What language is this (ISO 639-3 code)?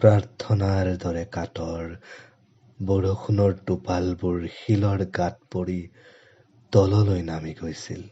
asm